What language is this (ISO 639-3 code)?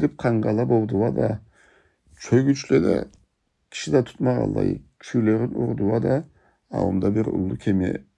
krc